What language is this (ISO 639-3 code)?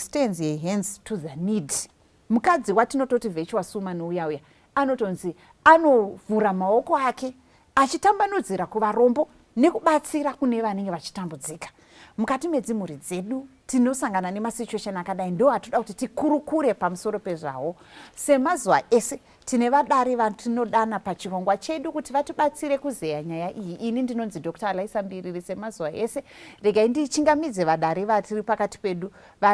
sna